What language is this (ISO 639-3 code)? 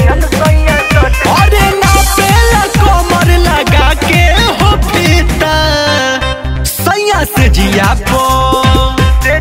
bho